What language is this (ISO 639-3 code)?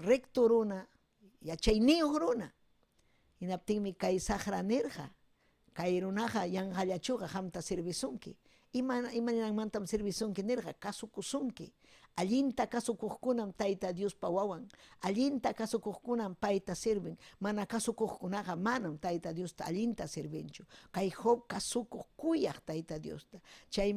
quy